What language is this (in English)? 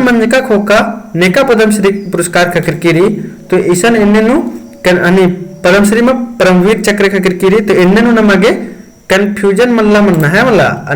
Kurukh